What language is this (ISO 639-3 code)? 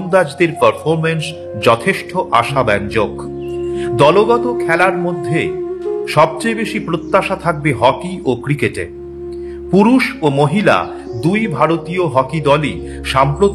ben